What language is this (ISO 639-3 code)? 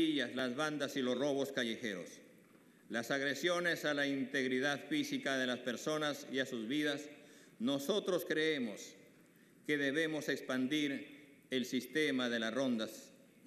spa